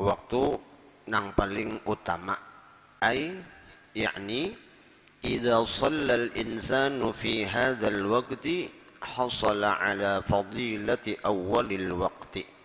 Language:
Banjar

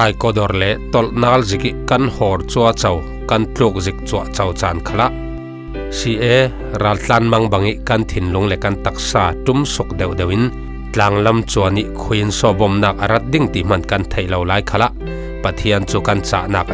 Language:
Falam Chin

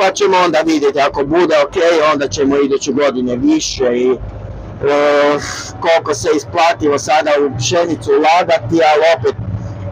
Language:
Croatian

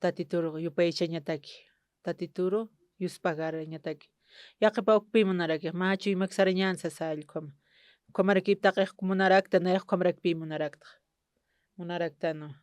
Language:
Aymara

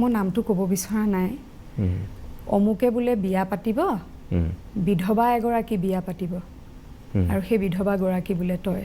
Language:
Assamese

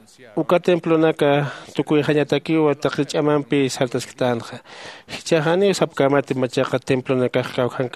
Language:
Aymara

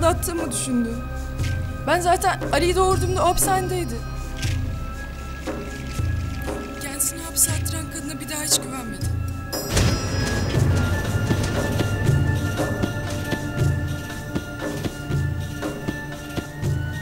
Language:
Turkish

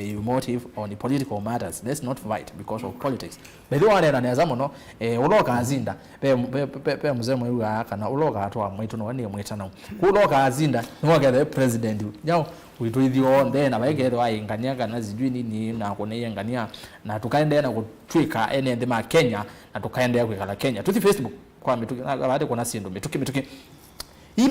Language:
Kamba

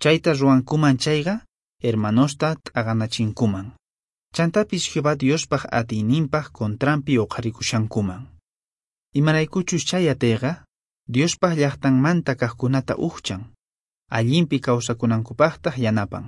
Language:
Quechua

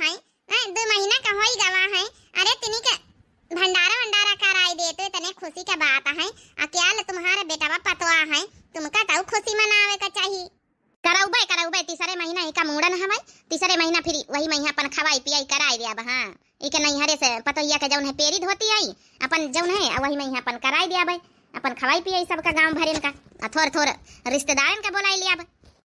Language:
Awadhi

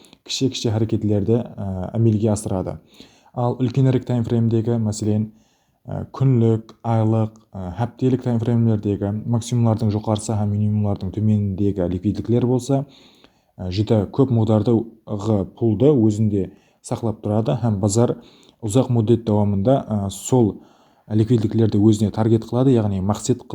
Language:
Kara-Kalpak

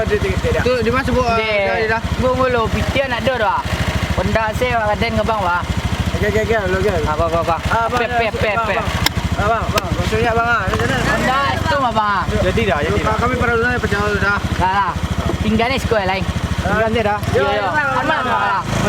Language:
Minangkabau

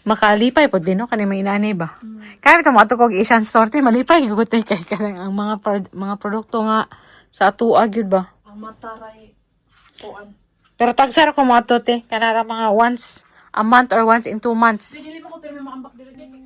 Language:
Cebuano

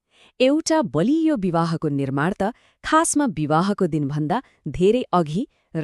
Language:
Nepali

